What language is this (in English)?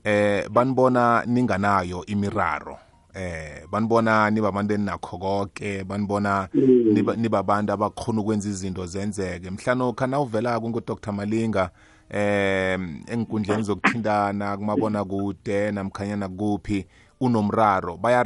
South Ndebele